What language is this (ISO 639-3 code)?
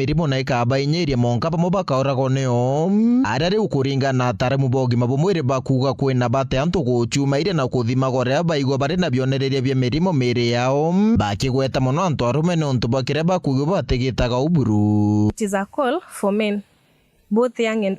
mer